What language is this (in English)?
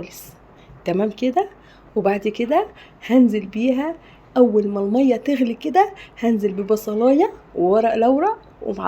Egyptian Arabic